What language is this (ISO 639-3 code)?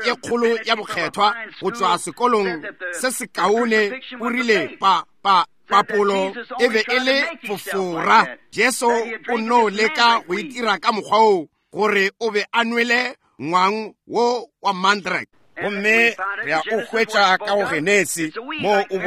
nso